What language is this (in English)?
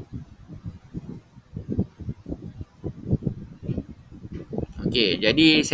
Malay